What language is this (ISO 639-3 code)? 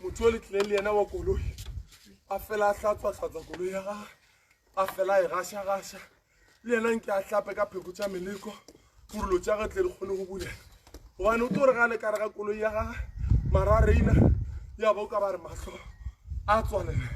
nso